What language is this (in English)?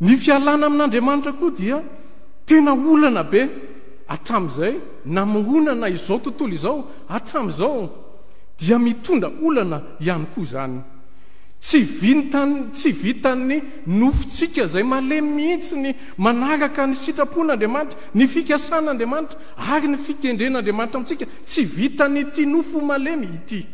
Malagasy